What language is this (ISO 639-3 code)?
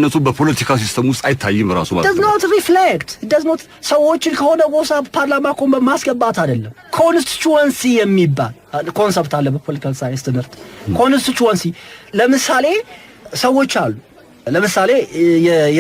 amh